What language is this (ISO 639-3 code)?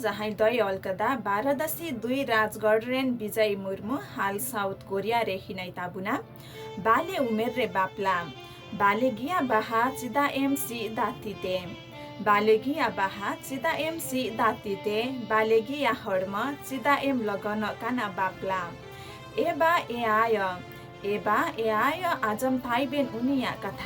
sat